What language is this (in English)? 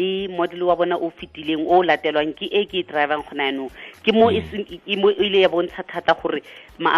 Tswana